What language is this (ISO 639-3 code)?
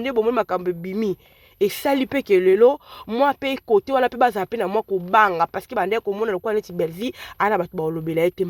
lin